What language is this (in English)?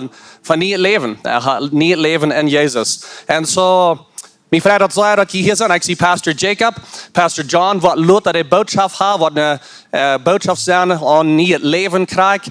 Plautdietsch